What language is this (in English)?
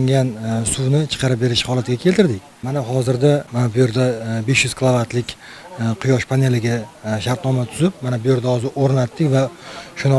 Uzbek